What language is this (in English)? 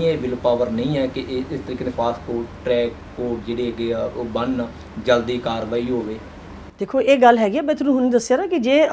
Punjabi